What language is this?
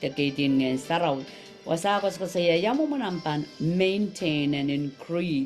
Pohnpeian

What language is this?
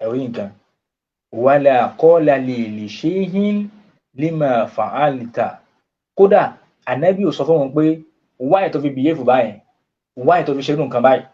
Yoruba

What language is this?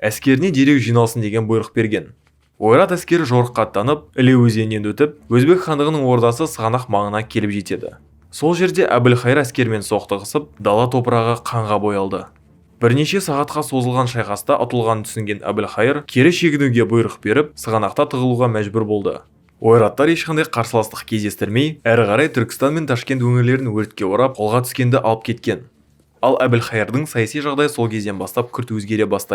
Kazakh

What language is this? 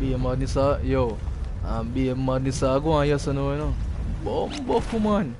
Jamaican Creole English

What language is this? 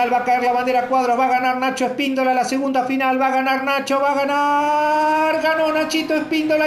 Spanish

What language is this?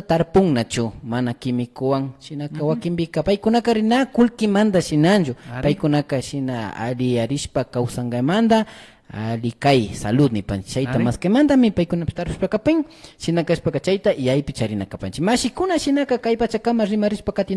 Imbabura Highland Quichua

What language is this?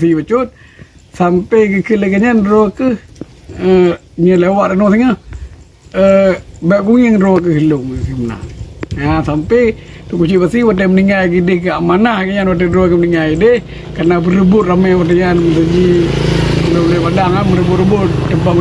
Achinese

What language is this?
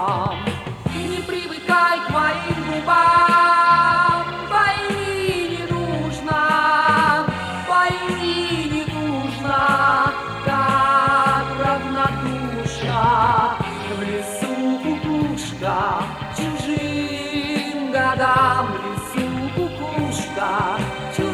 Russian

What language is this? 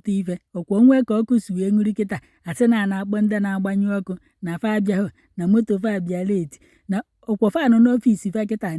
Igbo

